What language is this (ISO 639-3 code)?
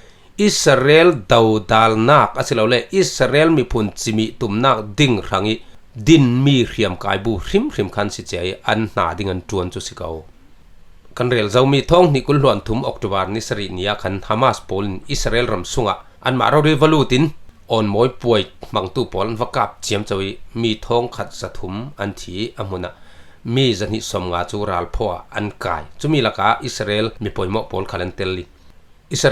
cfm